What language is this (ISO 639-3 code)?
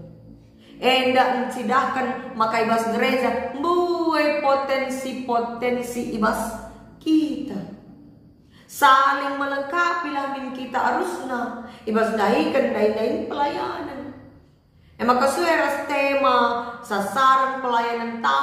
btx